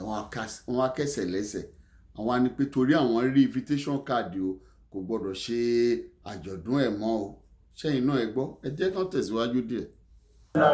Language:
Yoruba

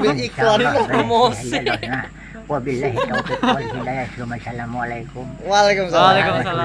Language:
Banjar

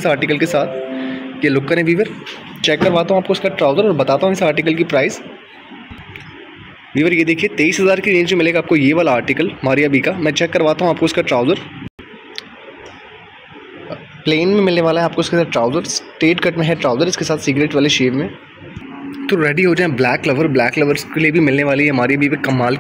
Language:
Hindi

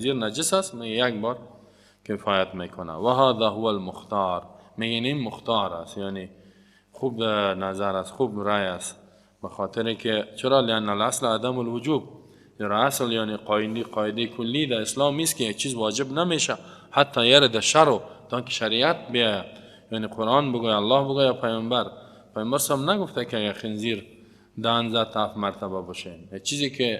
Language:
Persian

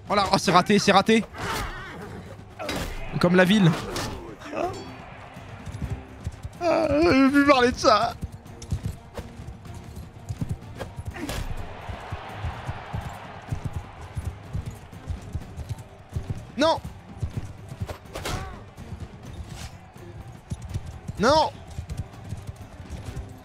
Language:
French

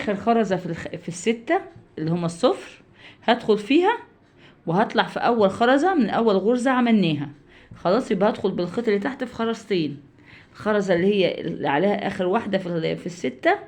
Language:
Egyptian Arabic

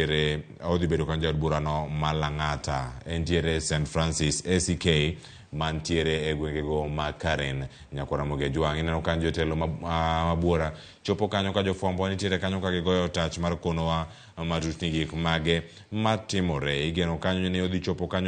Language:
Luo (Kenya and Tanzania)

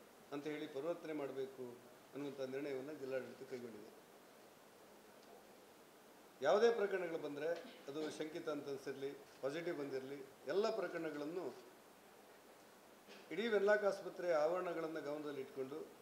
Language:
Kannada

